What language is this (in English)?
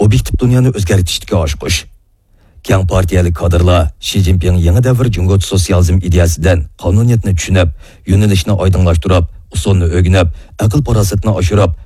Uyghur